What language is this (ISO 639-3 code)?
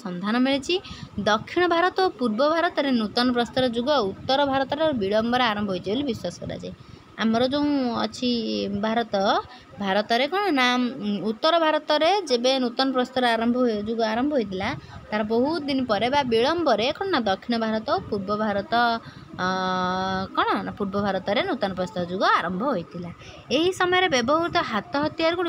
ori